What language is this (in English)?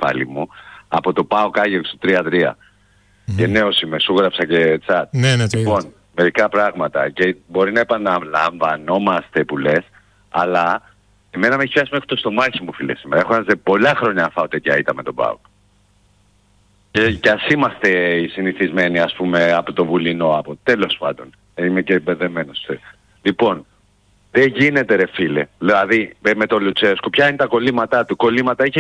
Greek